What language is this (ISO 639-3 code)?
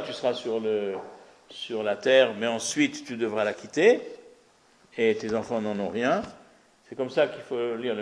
fra